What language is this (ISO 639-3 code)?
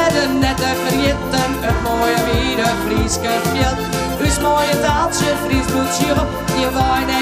fry